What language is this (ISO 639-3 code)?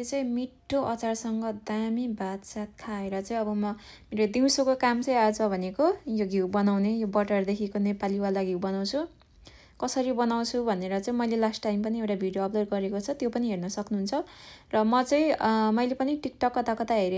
nep